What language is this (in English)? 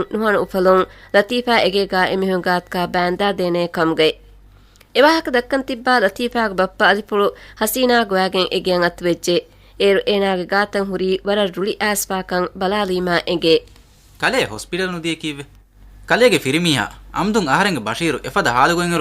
Divehi